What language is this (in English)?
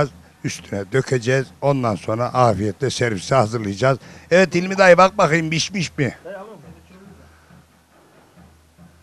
Turkish